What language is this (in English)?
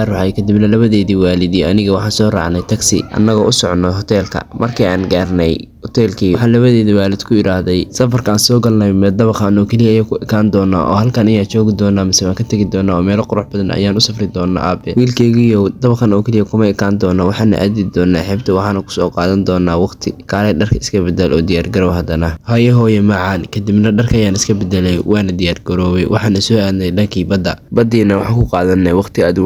Somali